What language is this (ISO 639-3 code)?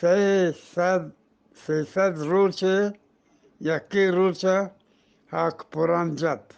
bgp